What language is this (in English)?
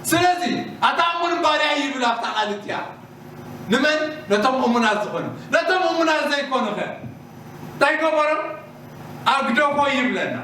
Tigrinya